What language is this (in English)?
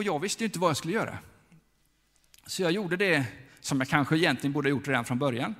Swedish